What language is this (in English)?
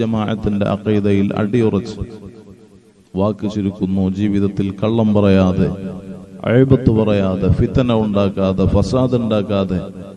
Malayalam